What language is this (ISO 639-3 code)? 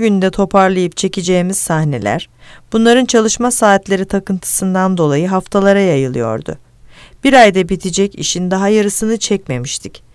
tur